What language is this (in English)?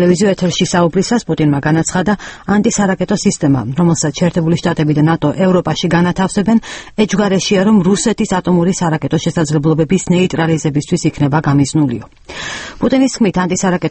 Georgian